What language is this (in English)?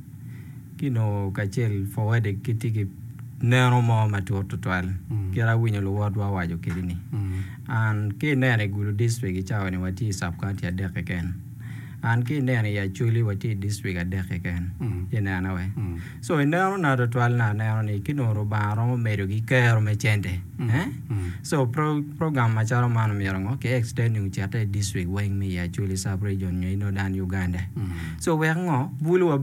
Acoli